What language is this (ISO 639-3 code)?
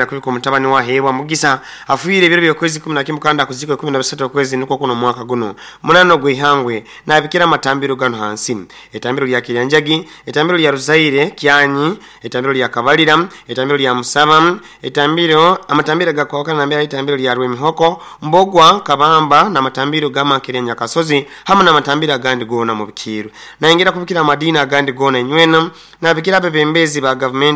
nyo